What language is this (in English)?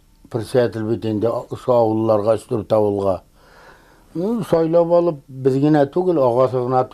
Bashkir